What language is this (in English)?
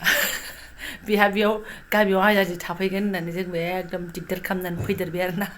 Bodo